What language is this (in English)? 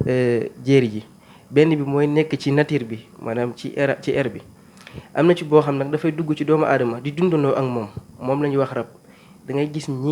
Wolof